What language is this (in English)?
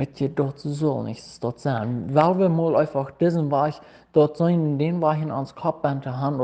Plautdietsch